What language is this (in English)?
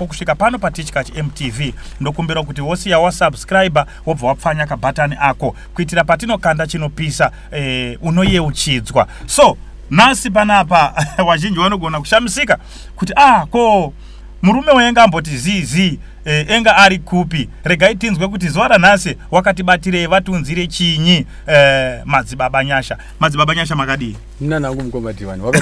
Shona